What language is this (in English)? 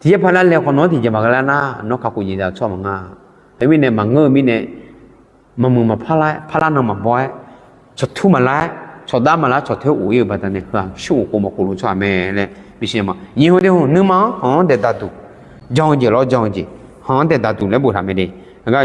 Akha